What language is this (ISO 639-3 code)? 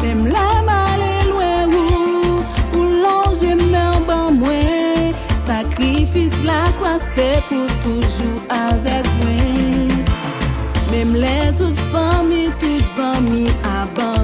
hat